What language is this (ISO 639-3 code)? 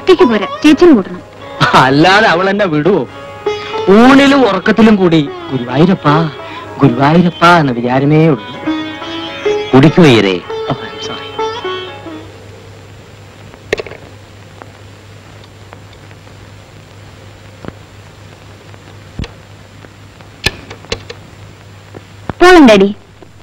mal